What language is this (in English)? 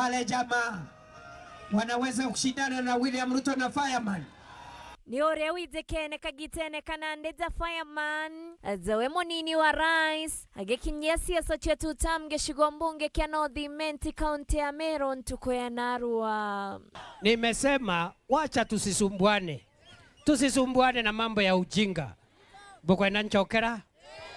Meru